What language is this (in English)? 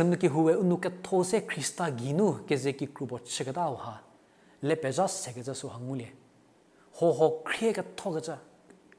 Angami Naga